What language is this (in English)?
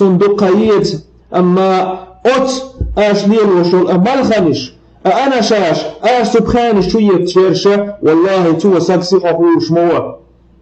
Chechen